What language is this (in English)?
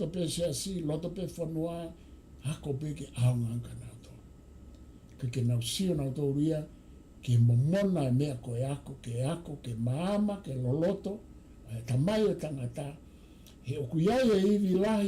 Tongan